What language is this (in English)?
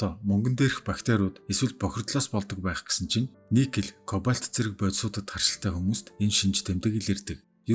Mongolian